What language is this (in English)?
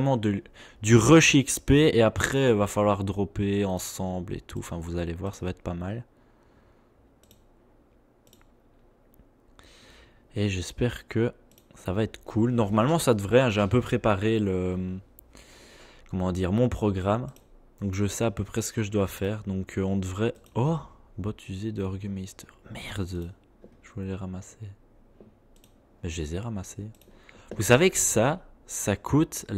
French